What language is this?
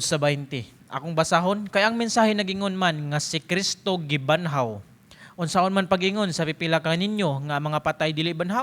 Cebuano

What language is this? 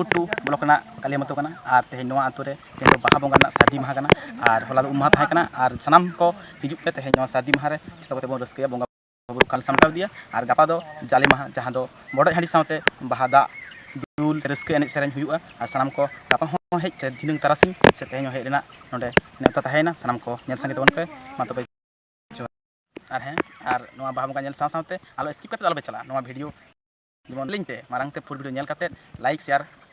Santali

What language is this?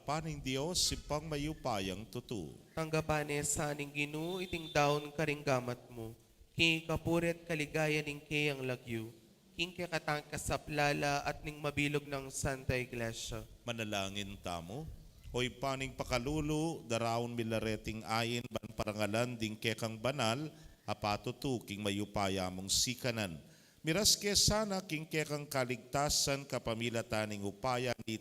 Pampanga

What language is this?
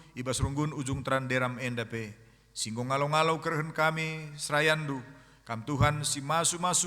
Batak Karo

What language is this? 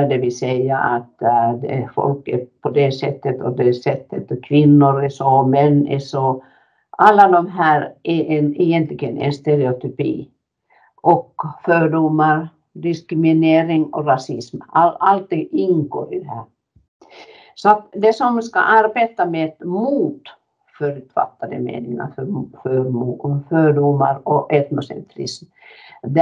Swedish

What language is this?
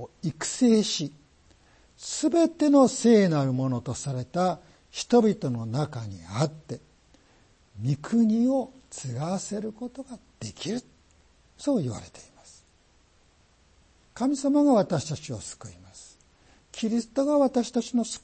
Japanese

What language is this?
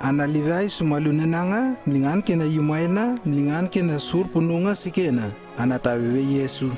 Lewo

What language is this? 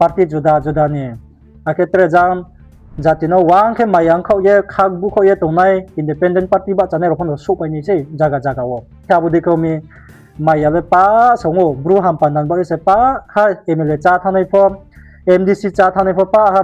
Riang (India)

